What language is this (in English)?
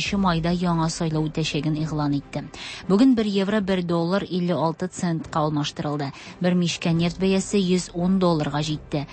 Tatar